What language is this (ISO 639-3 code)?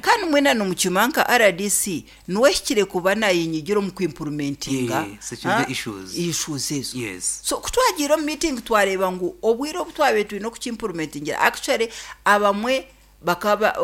nyn